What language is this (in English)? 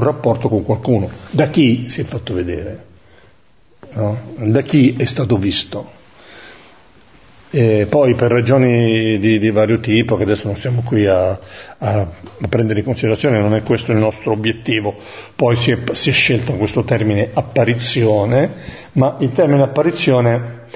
Italian